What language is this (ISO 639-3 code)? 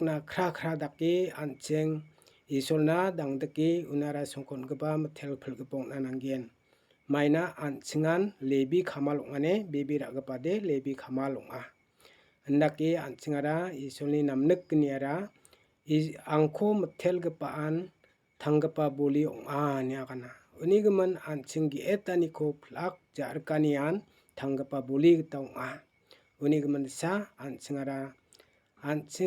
grt